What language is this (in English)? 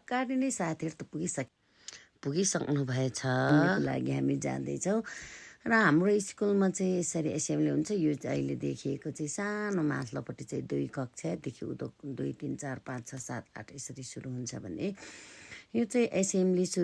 Nepali